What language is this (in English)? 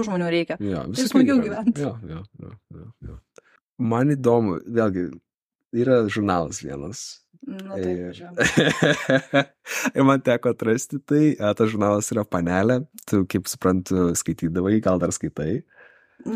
Lithuanian